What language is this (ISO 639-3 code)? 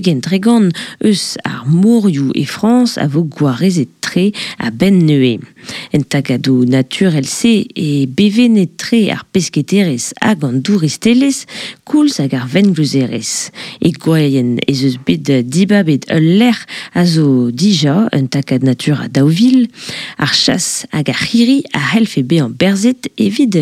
bre